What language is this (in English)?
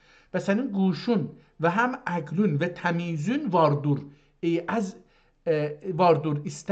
South Azerbaijani